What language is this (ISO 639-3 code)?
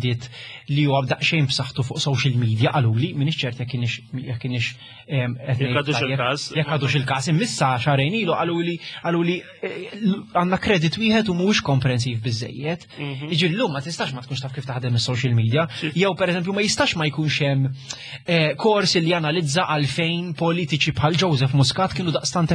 mlt